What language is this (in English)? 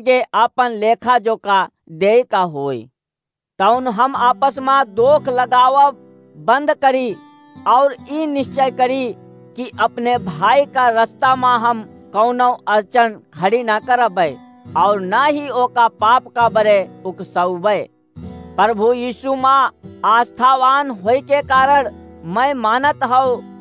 Awadhi